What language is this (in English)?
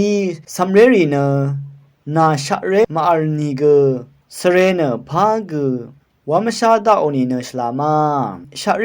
Rawang